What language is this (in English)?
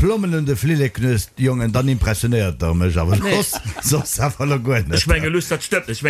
Luxembourgish